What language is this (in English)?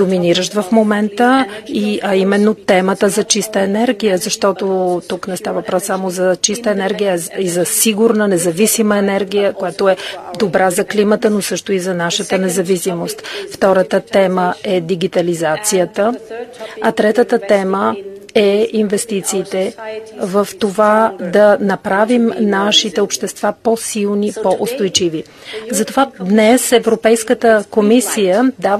Bulgarian